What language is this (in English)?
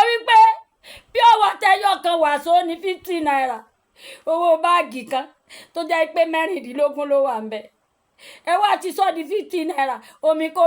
Yoruba